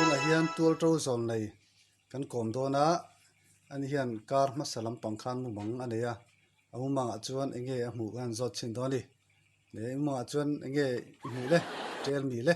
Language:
Mizo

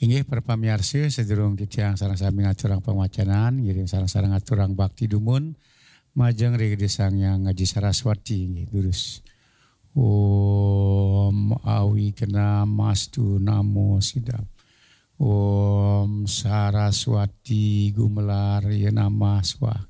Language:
Balinese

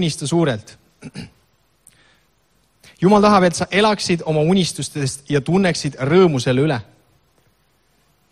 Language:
Estonian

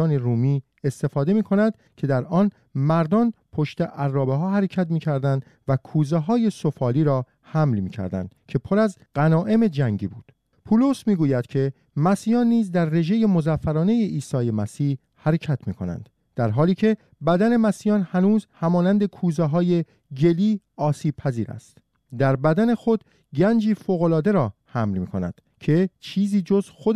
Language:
Persian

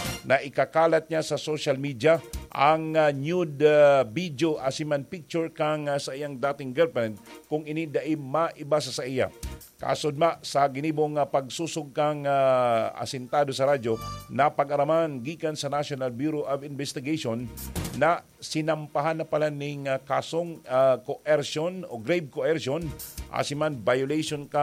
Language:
Bikol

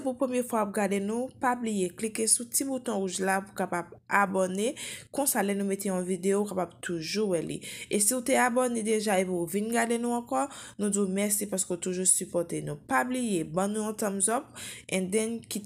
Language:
Haitian Creole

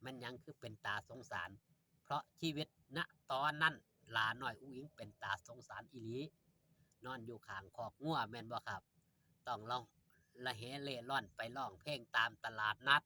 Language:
Northeastern Thai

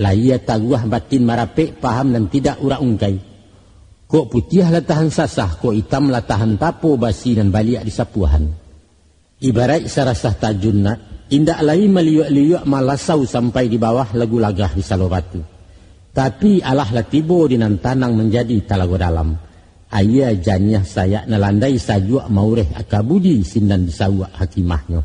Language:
Minangkabau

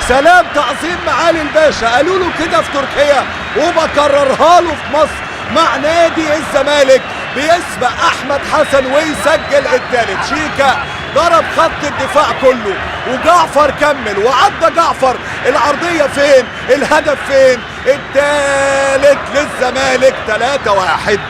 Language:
Egyptian Arabic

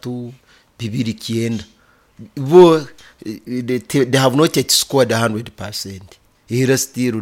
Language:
Nyoro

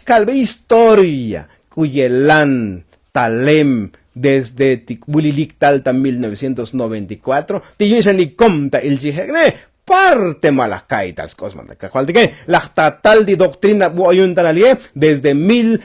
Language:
Tzotzil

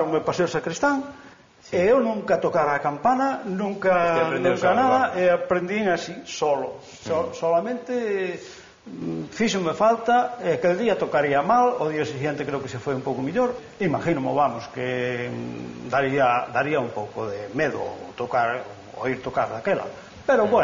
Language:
Galician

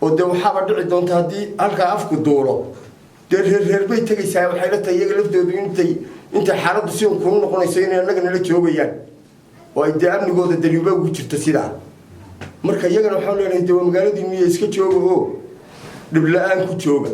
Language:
Somali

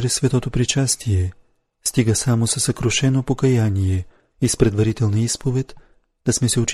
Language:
Bulgarian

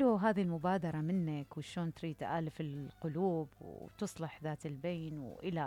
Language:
Mesopotamian Arabic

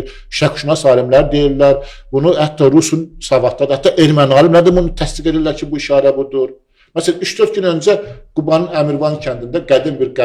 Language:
Azerbaijani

